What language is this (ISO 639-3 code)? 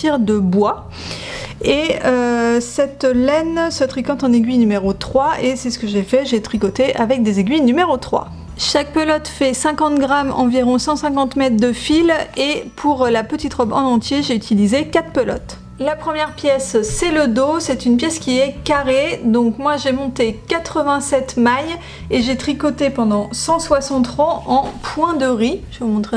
fra